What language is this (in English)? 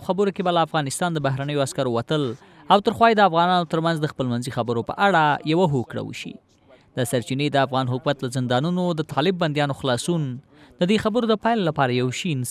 Pashto